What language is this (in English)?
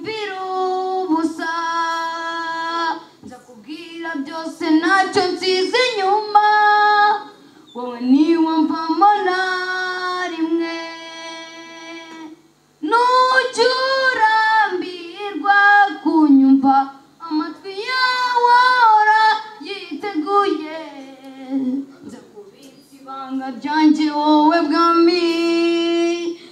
Kinyarwanda